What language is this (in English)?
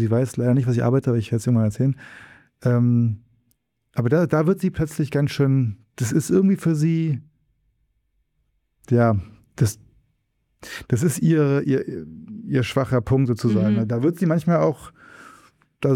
German